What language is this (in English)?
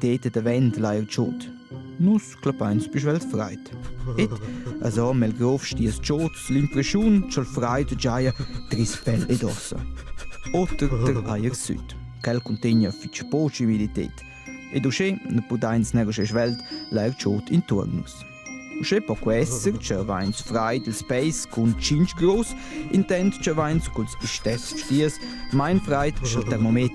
Romansh